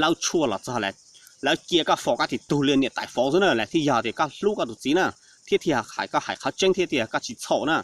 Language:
Hmong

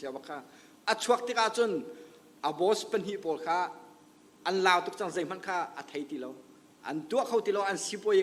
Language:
Hakha Chin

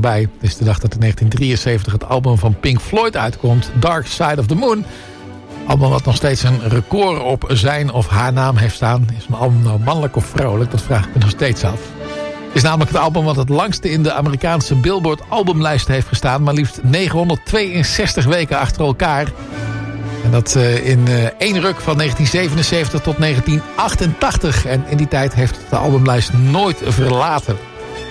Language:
Dutch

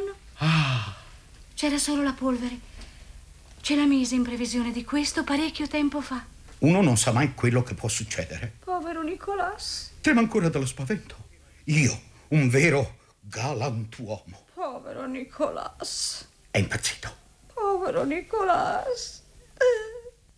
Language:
Italian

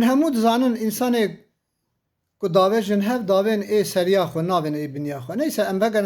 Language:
Kurdish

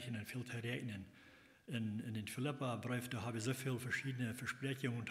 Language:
Plautdietsch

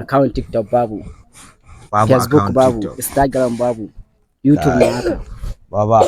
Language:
Hausa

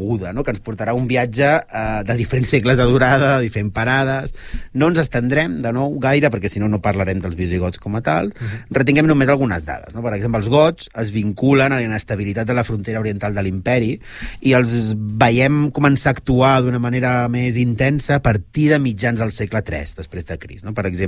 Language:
Catalan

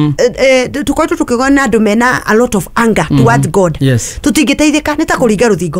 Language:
Kikuyu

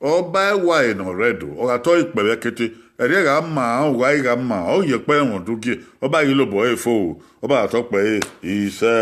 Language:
Bini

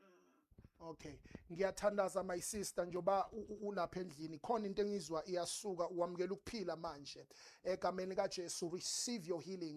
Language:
Zulu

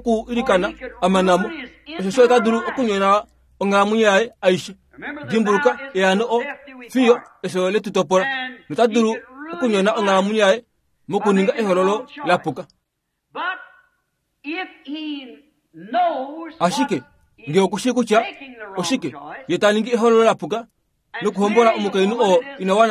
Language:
Kuanyama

